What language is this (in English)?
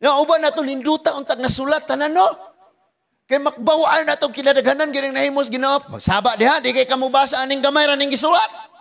Cebuano